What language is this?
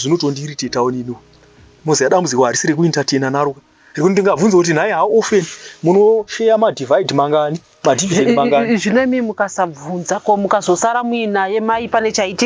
Shona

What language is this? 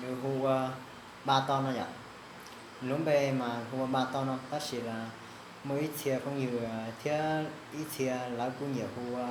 Hmong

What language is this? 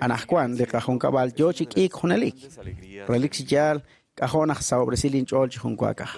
Kekchí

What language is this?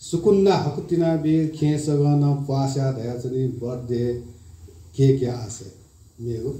Newari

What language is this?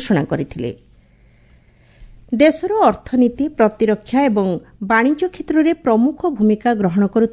Odia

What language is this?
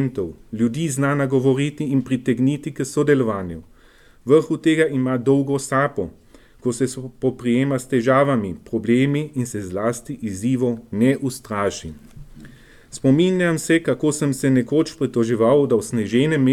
Slovenian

